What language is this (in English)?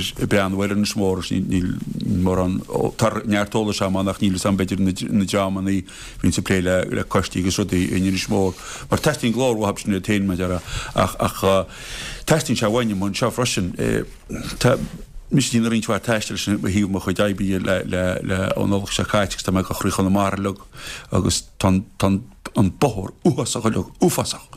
Irish